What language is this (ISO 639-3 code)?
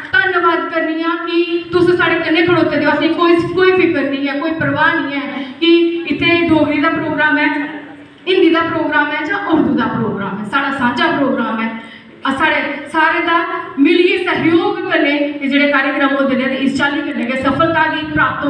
doi